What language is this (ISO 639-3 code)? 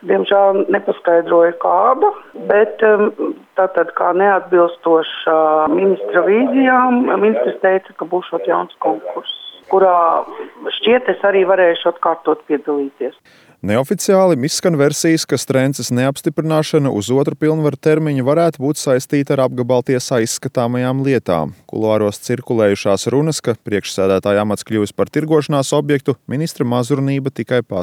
lav